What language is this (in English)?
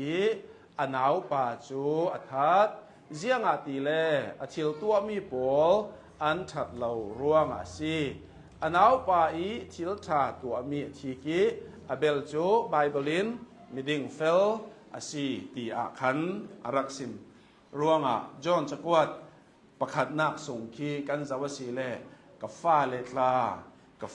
Hakha Chin